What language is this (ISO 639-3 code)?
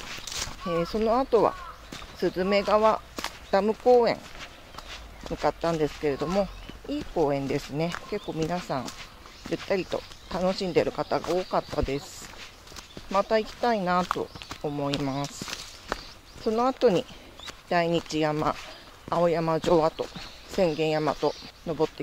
jpn